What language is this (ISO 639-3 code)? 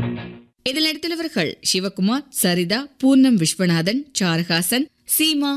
tam